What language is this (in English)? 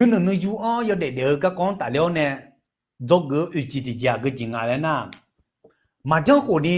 Akha